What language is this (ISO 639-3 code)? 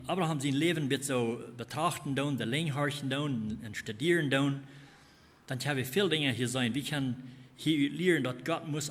pdt